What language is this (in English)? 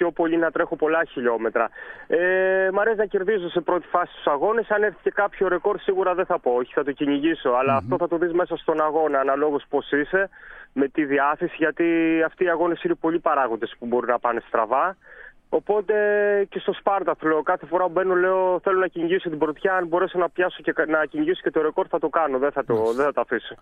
Greek